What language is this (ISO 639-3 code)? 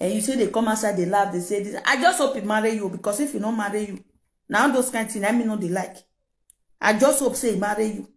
pcm